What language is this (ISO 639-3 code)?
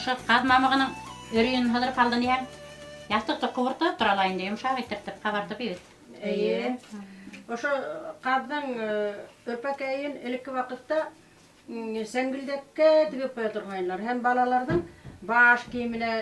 bak